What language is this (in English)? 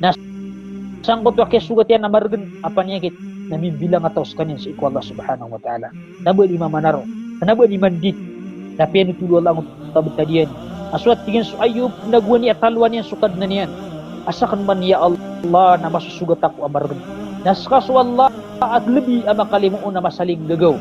Maranao